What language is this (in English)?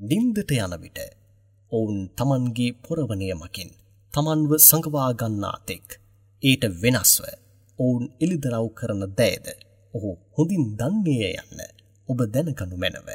Sinhala